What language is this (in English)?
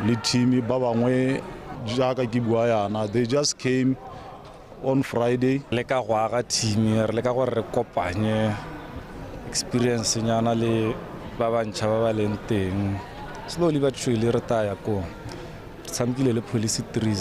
Tswana